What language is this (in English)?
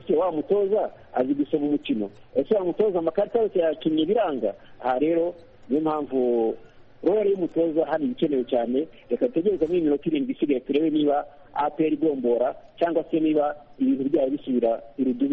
Kinyarwanda